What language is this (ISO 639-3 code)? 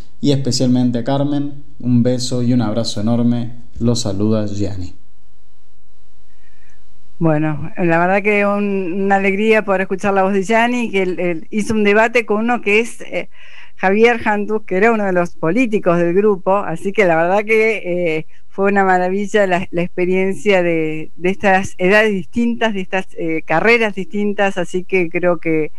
spa